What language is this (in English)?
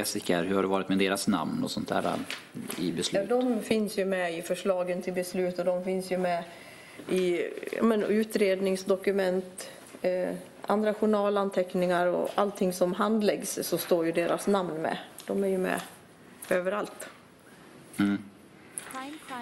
Swedish